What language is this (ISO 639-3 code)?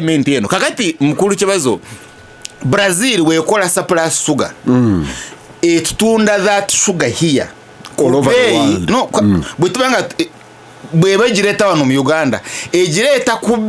lug